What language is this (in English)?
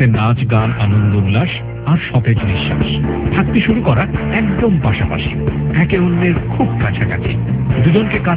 Bangla